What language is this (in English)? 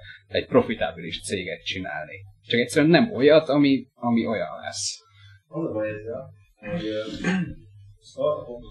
Hungarian